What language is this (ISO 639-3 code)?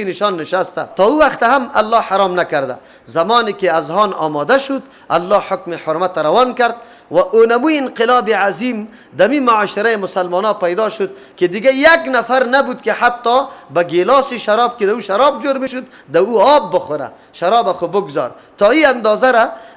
fas